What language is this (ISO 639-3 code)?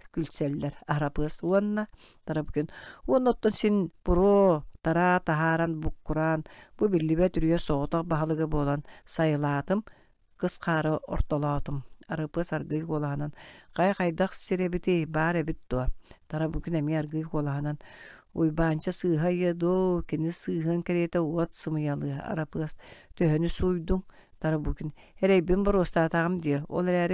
sah